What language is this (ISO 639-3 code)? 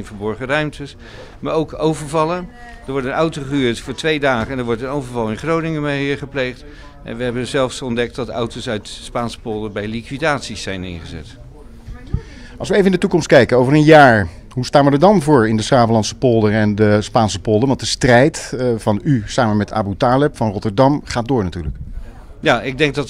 nld